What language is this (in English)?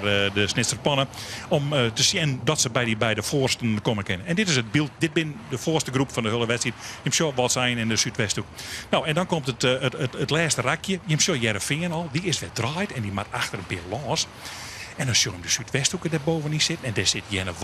Western Frisian